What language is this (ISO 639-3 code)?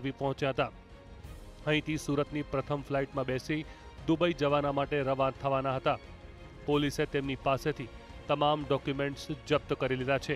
guj